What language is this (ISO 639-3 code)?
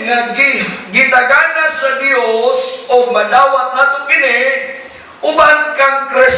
ceb